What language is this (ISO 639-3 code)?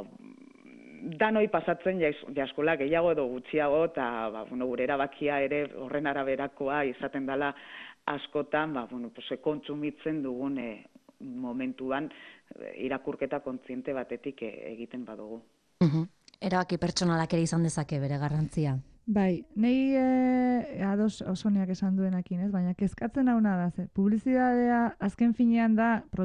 eus